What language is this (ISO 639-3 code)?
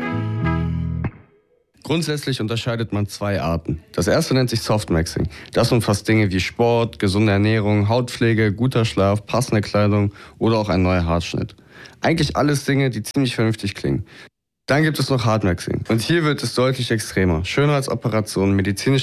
deu